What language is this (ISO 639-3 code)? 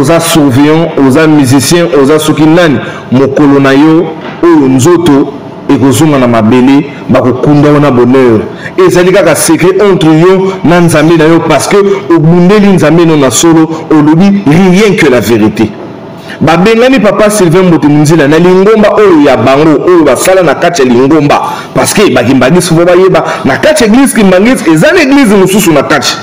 lin